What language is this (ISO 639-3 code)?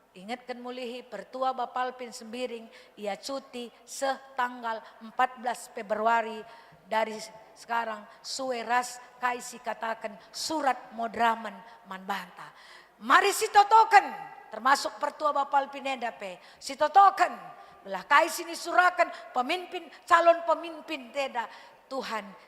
btx